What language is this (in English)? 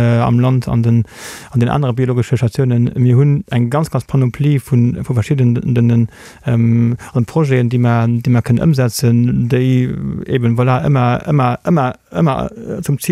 Luxembourgish